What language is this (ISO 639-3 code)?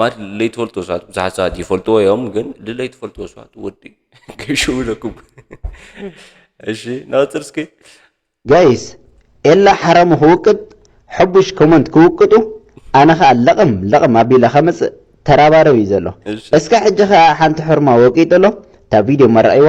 tir